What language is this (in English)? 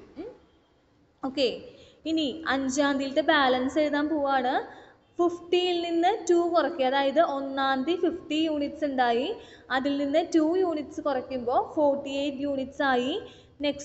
Malayalam